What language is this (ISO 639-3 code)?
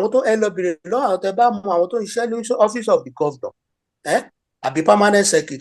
yor